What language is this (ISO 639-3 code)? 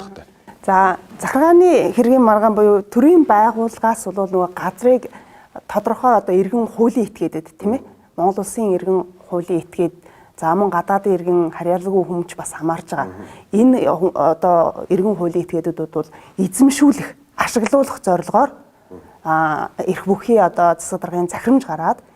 mon